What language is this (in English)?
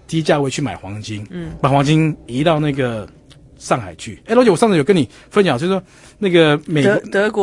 Chinese